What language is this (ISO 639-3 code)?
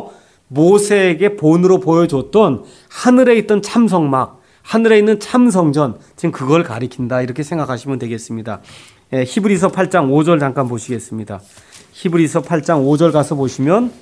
kor